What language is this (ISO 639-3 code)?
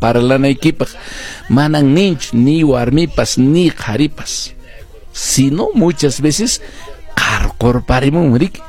que